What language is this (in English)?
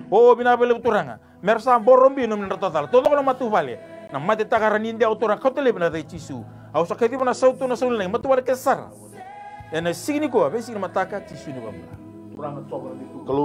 Fijian